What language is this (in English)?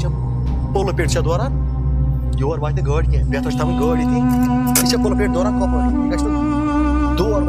Kashmiri